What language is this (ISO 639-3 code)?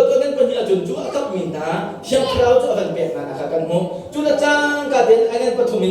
cnh